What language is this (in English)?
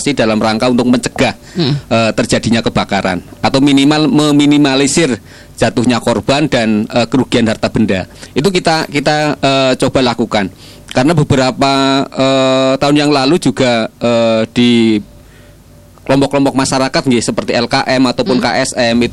Indonesian